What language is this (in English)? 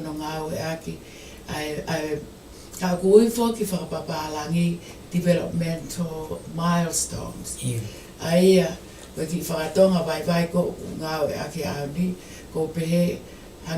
Tongan